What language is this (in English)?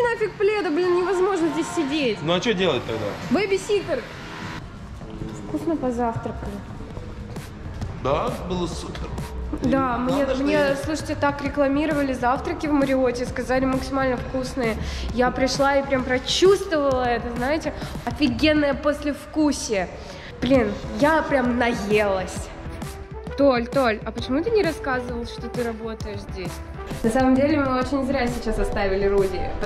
Russian